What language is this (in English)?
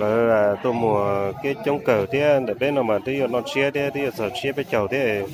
Hmong